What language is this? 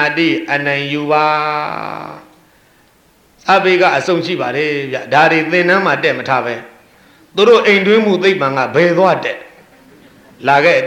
Burmese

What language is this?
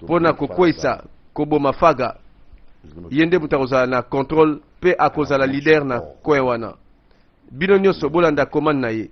Lingala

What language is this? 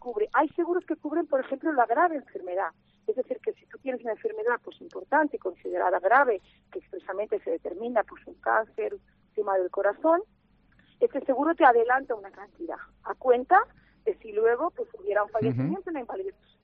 Spanish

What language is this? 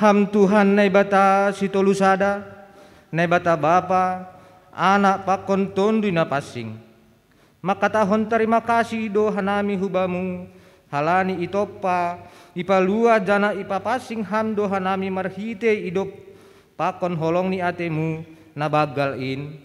Batak Simalungun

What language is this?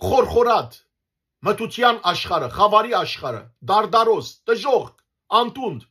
Western Armenian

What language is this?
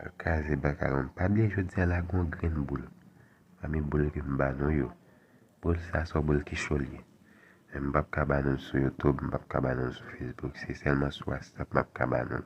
Haitian Creole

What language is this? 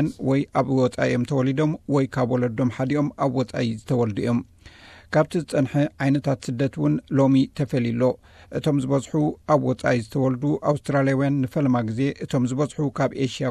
Tigrinya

